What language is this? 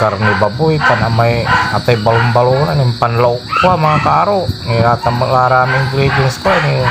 Pangasinan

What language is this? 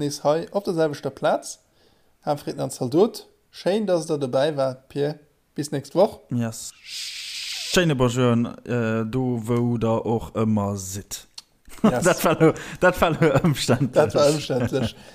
Luxembourgish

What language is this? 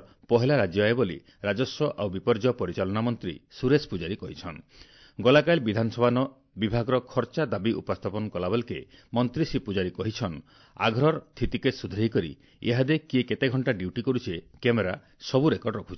Odia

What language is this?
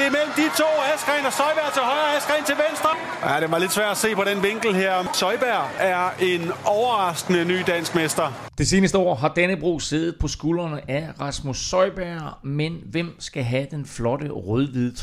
Danish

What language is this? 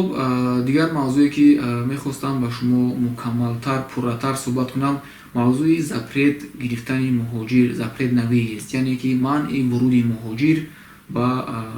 Tajik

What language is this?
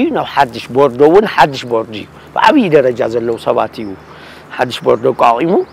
Tigrinya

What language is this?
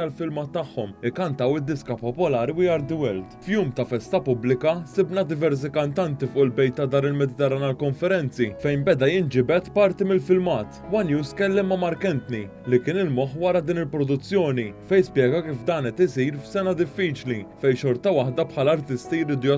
Maltese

